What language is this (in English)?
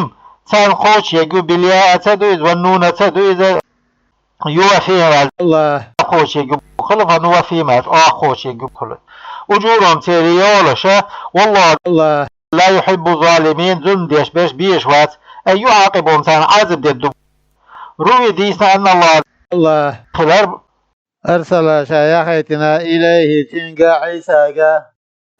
Chechen